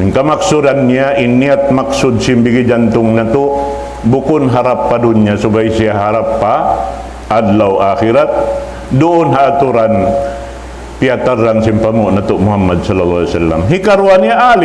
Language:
Tausug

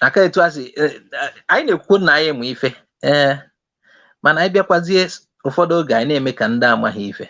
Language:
Igbo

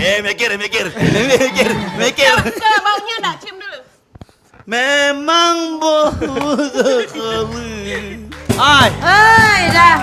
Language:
Musi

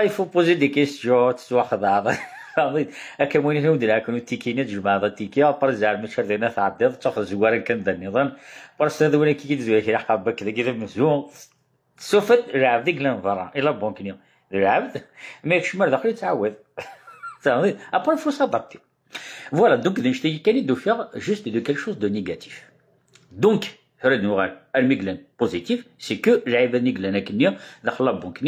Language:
Kabyle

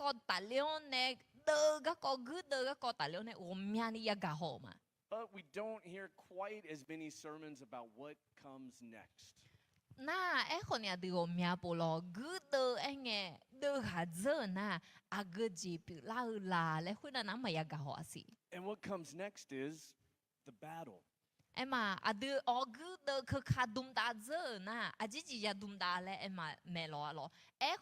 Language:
Akha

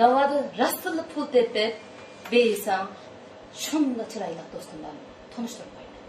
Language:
Uyghur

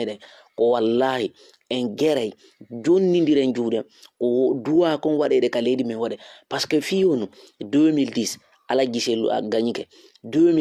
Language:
Fula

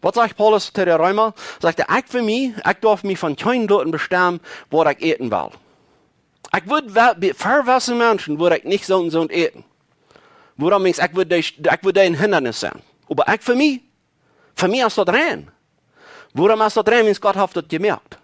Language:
Plautdietsch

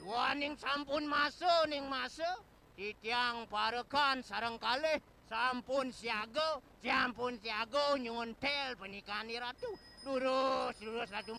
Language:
Balinese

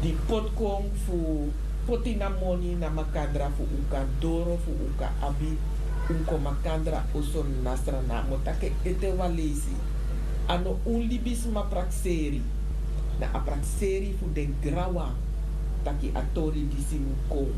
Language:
Sranan Tongo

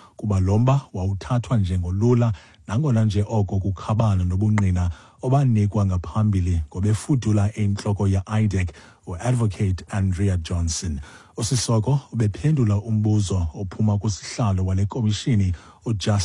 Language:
Xhosa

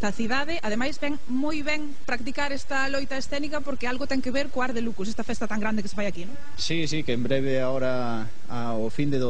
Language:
Galician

